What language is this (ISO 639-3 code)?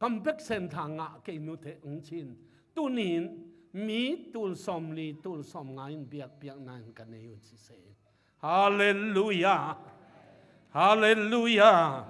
ctd